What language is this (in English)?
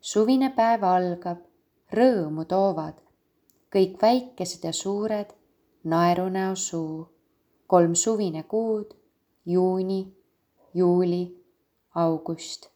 Estonian